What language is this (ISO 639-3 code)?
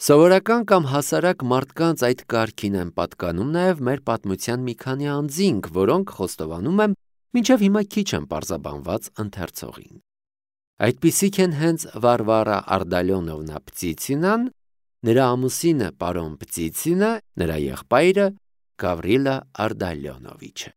hye